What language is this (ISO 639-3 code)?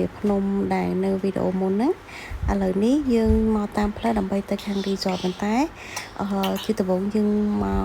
khm